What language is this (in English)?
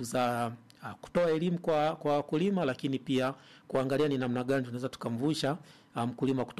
Swahili